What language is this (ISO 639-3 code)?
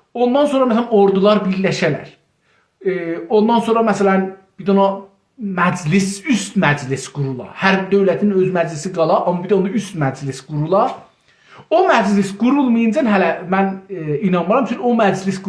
azb